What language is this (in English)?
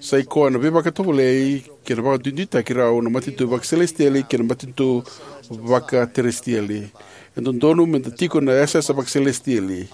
Fijian